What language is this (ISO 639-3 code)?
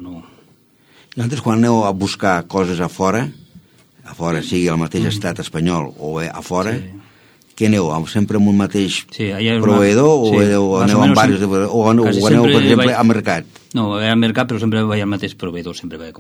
cat